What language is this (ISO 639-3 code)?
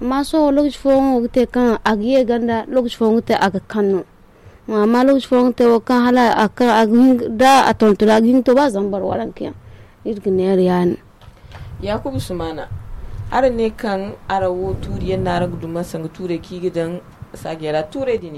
dje